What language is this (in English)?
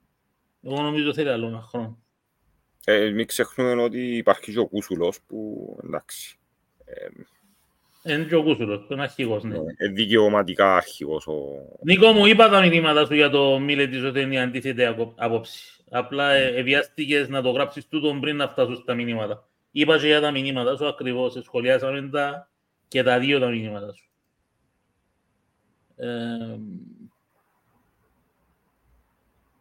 Greek